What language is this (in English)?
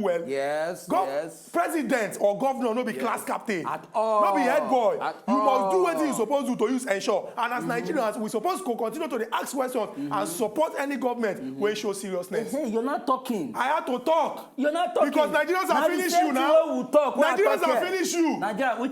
Nigerian Pidgin